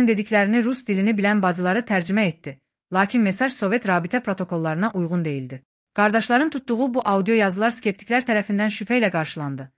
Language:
Azerbaijani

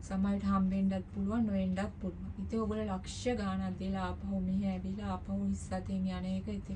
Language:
Sinhala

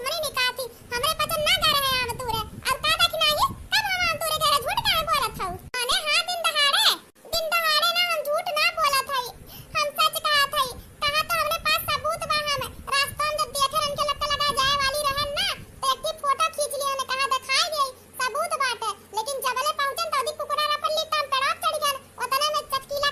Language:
Awadhi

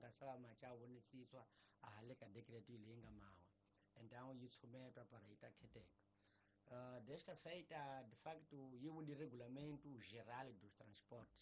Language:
Tsonga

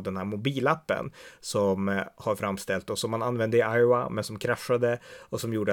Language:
Swedish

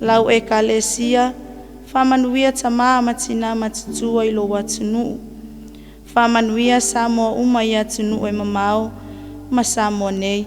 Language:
Samoan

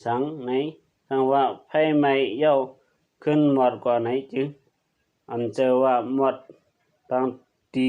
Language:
Shan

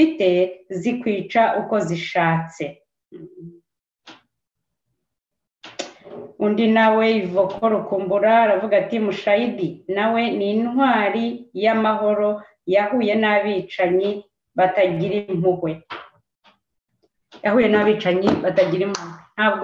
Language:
Kinyarwanda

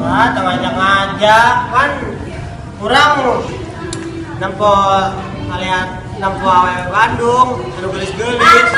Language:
Sundanese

